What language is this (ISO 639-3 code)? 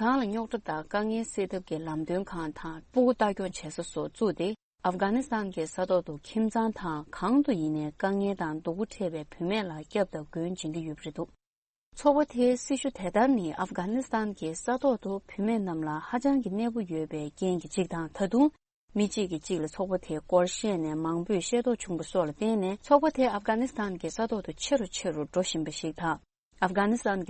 bod